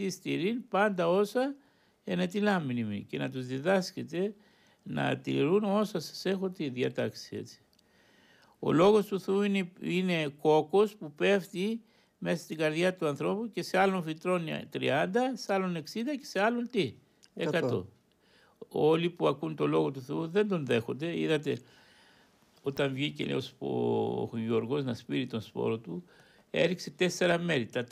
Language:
Greek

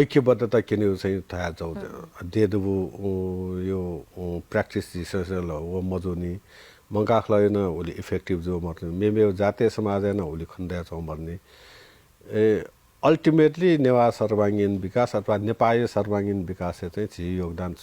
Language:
Newari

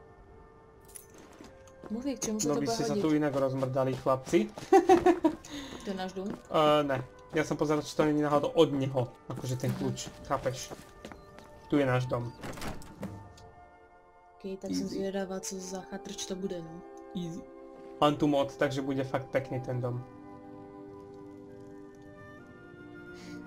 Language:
Slovak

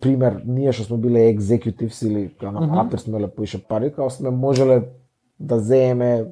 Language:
Macedonian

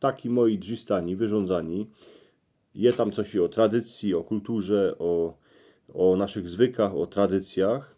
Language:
Silesian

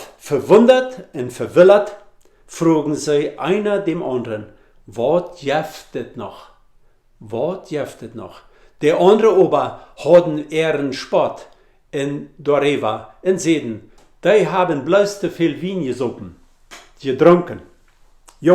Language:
Plautdietsch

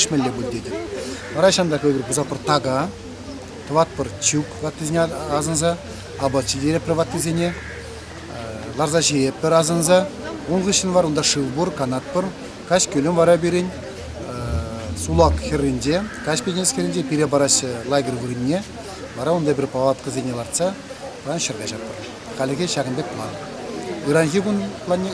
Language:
Chuvash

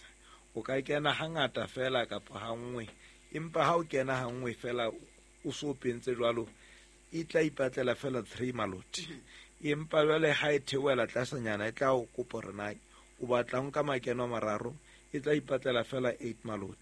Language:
Southern Sotho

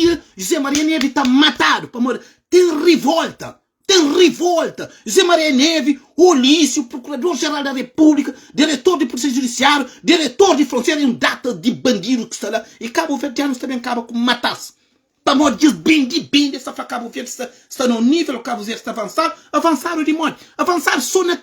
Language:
Kabuverdianu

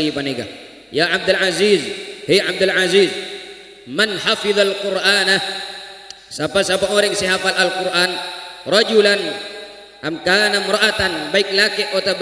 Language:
Madurese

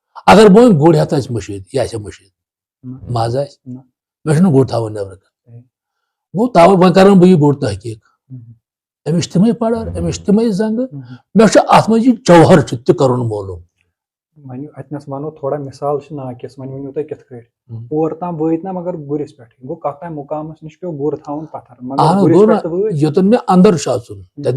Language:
Kashmiri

